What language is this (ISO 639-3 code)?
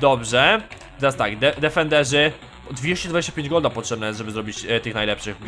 pol